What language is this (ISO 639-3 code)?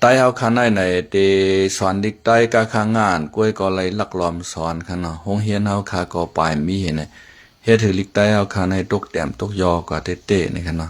shn